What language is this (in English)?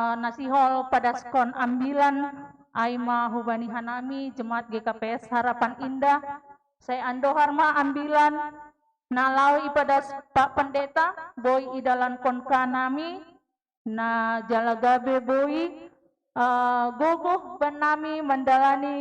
Batak Simalungun